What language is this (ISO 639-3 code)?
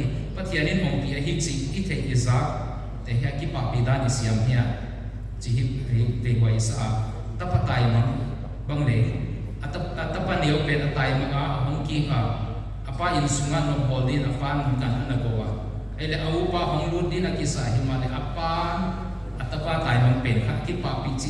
pck